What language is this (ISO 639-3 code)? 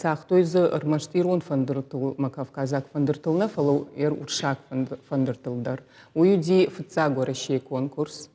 oss